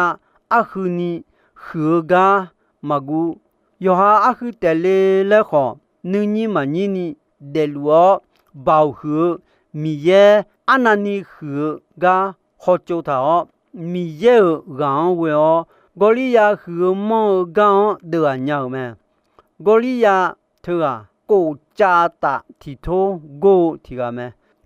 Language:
Akha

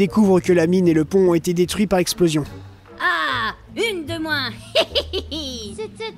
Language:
French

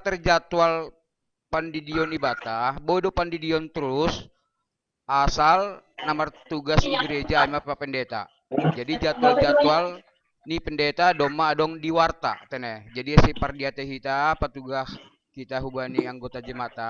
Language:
Batak Simalungun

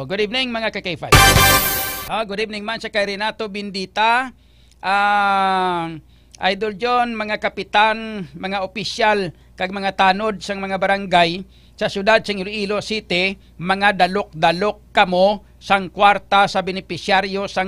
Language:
Hiligaynon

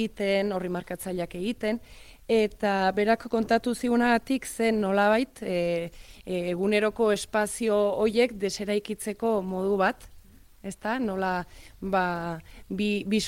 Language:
Basque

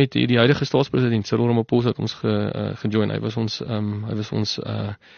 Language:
Afrikaans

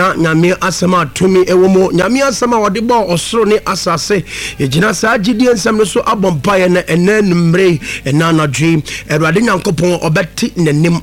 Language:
Akan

